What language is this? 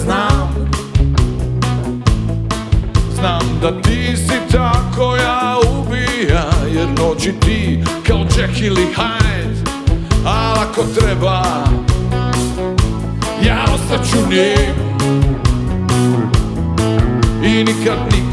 Serbian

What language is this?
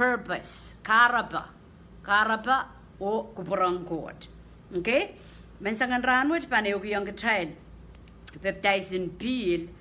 Pohnpeian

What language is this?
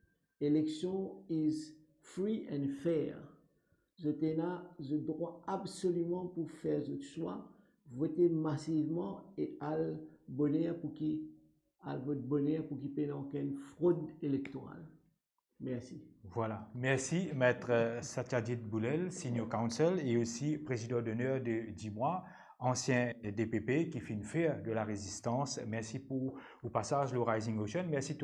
Morisyen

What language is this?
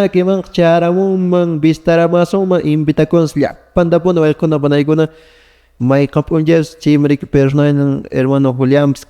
Quechua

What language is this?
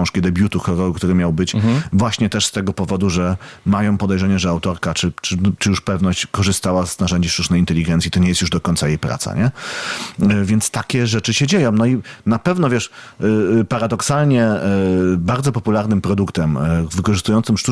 Polish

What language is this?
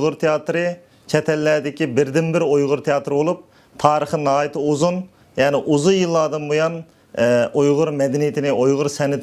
Uyghur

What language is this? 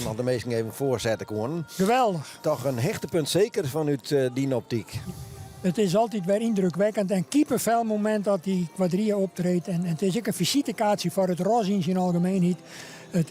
Western Frisian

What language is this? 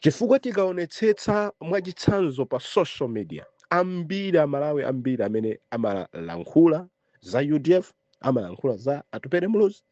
Nyanja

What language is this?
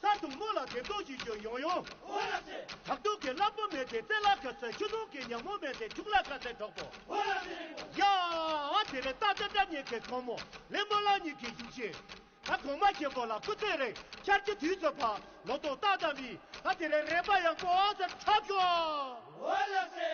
Tibetan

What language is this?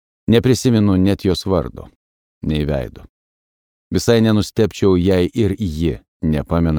Lithuanian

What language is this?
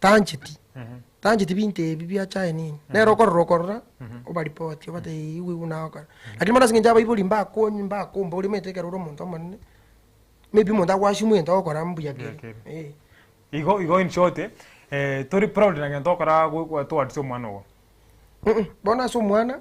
Gusii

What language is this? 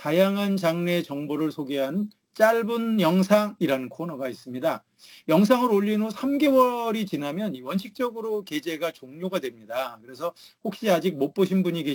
Korean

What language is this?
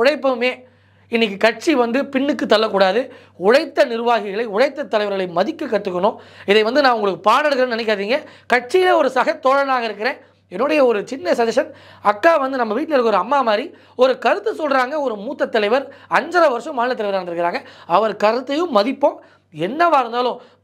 Tamil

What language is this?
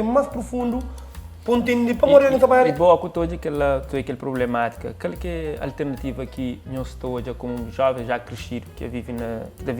Kabuverdianu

